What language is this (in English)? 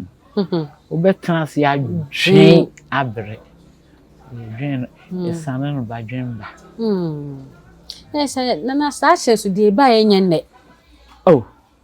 Akan